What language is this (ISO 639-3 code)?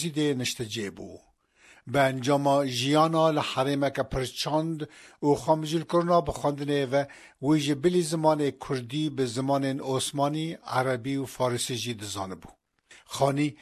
kur